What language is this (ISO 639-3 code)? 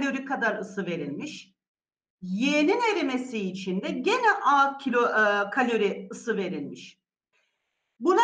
tur